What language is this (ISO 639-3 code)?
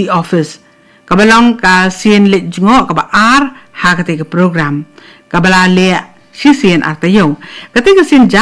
kha